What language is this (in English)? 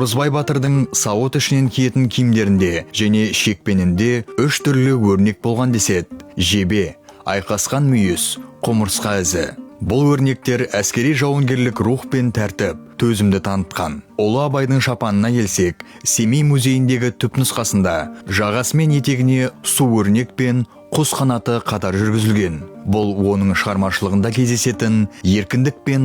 Kazakh